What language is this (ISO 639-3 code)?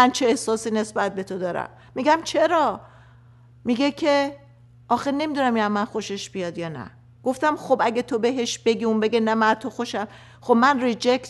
fas